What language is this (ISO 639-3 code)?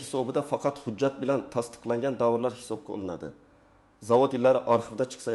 uzb